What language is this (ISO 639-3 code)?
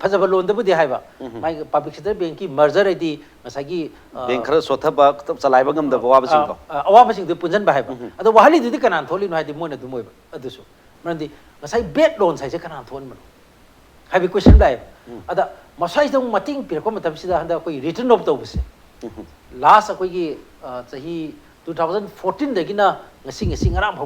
mni